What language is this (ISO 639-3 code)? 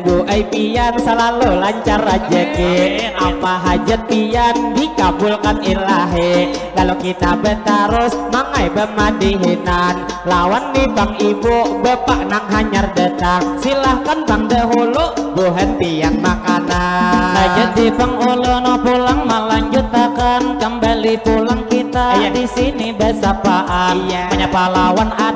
bjn